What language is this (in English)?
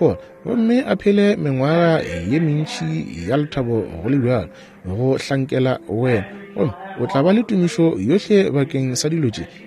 Northern Sotho